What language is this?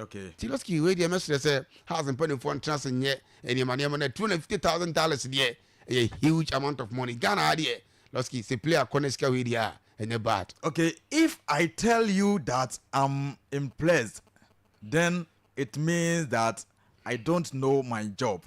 Akan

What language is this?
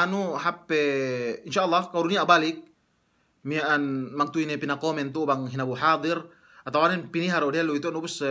Yakan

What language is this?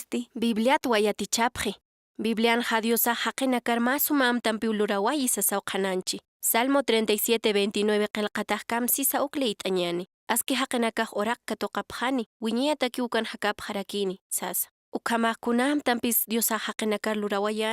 Aymara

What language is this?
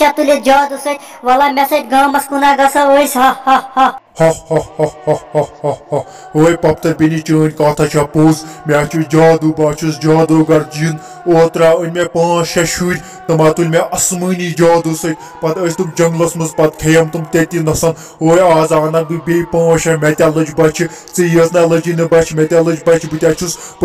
Kashmiri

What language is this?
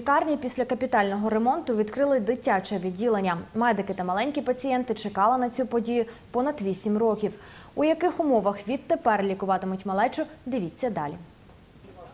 Ukrainian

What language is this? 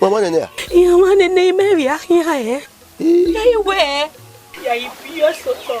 Bini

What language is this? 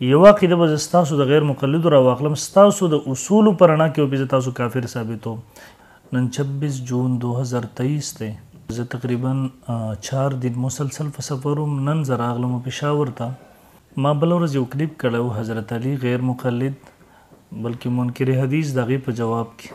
Pashto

